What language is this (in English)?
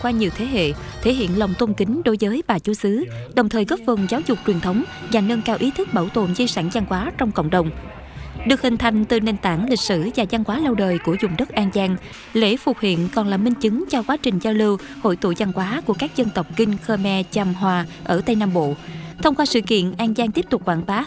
Vietnamese